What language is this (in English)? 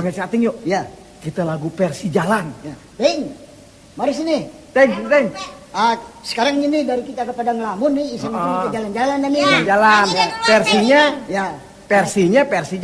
Betawi